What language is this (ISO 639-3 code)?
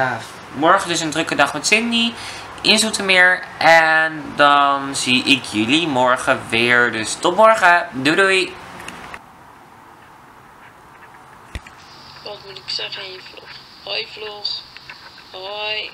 nld